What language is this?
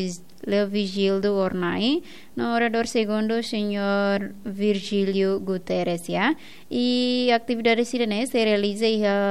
Tetum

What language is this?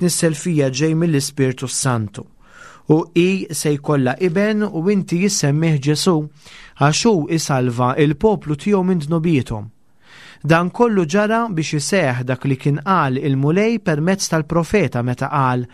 Maltese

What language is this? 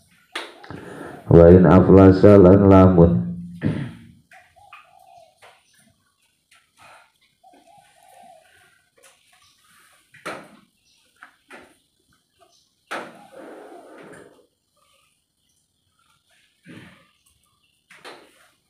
Javanese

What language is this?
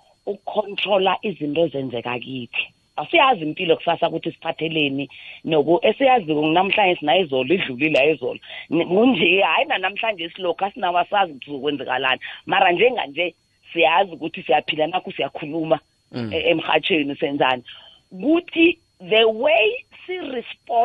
South Ndebele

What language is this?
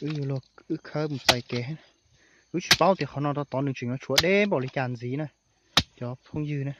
Hmong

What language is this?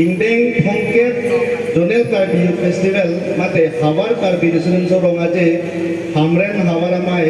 Karbi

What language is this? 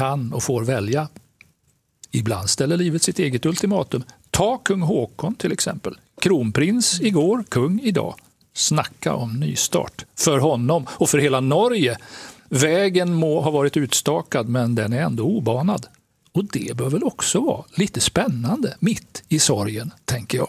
Swedish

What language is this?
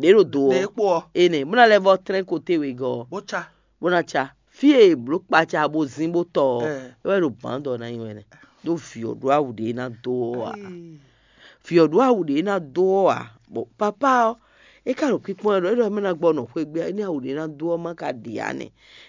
Fon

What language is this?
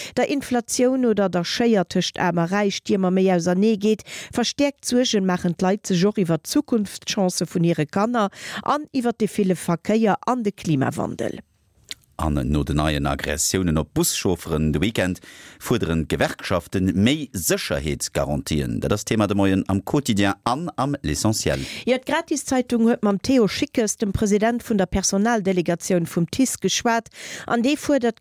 Luxembourgish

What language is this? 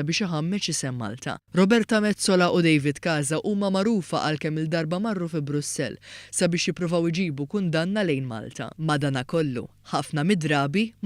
Maltese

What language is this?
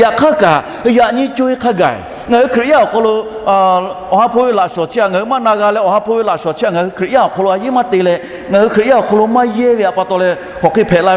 Lahu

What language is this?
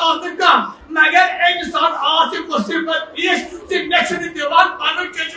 Kashmiri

